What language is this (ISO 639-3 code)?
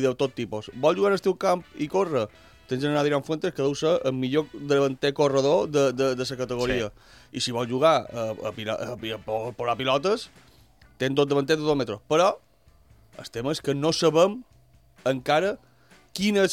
cat